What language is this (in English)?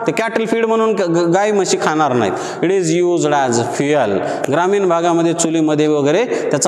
Marathi